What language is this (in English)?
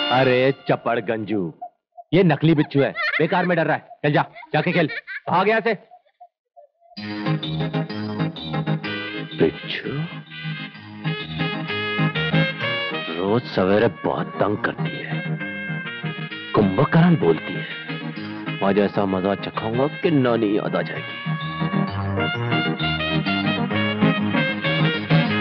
Hindi